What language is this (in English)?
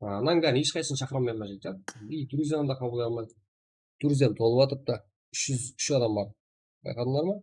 Kara-Kalpak